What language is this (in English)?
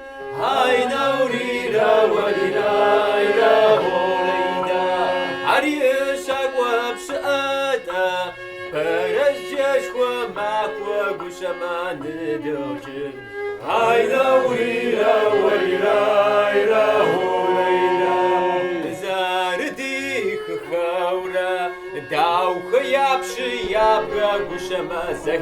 Kabardian